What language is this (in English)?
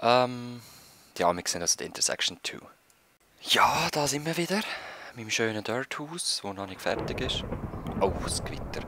Swiss German